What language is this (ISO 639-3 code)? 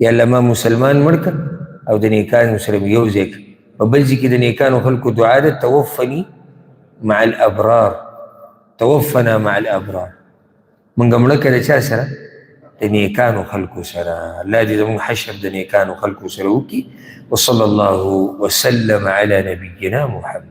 pus